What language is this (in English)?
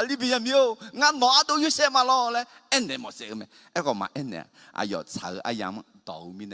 Akha